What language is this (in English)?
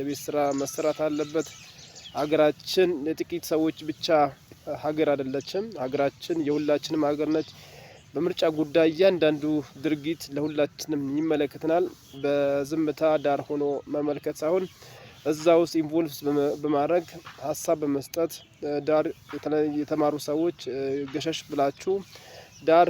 Amharic